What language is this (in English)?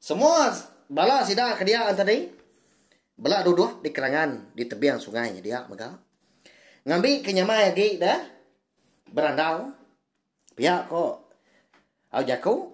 Iban